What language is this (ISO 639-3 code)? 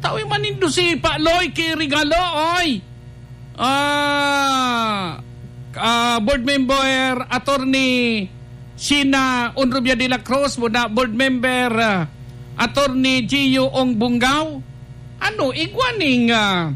bik